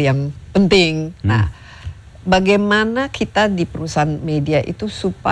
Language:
Indonesian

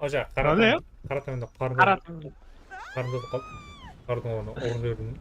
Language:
Kara-Kalpak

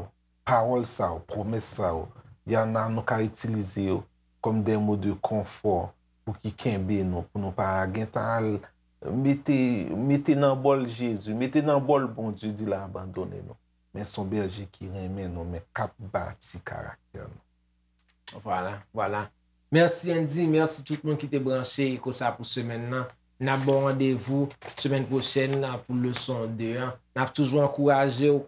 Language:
Haitian Creole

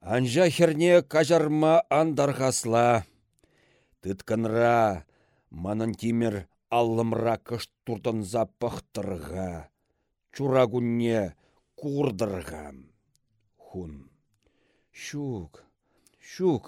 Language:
Chuvash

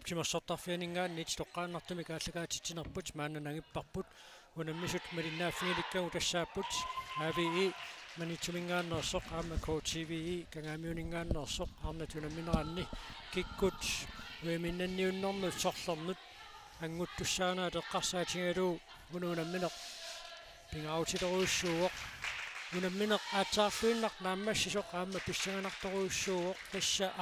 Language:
Kalaallisut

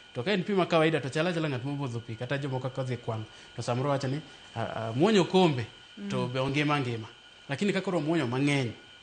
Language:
Luo (Kenya and Tanzania)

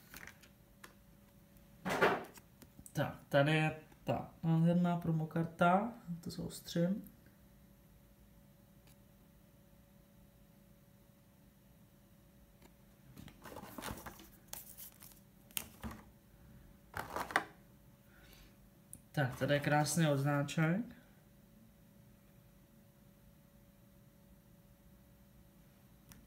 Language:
Czech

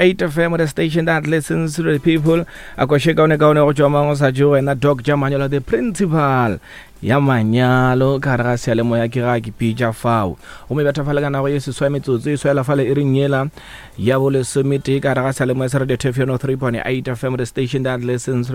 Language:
Northern Sotho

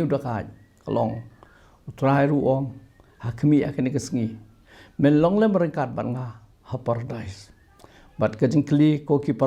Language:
Khasi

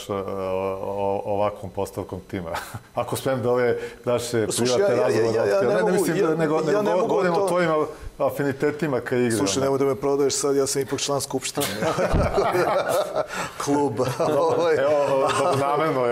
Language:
Bosnian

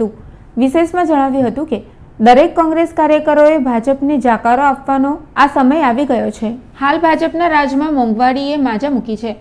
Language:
Gujarati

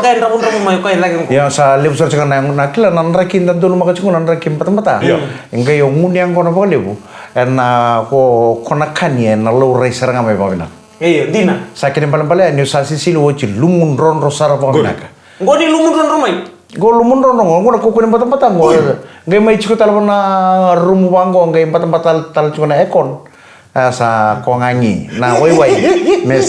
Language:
Fijian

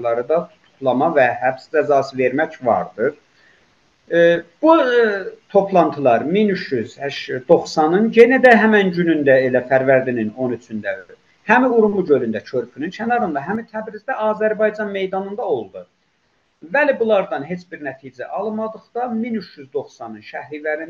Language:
South Azerbaijani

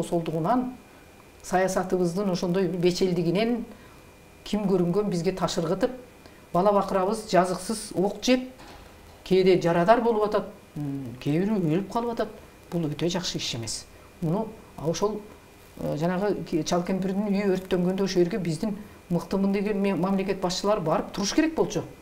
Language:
Kyrgyz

